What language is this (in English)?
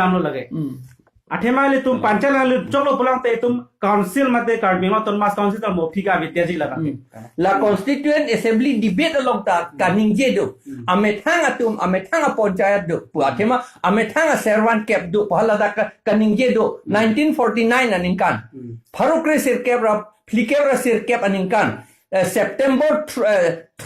Karbi